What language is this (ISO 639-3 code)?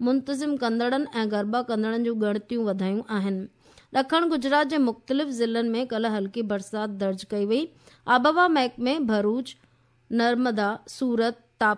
snd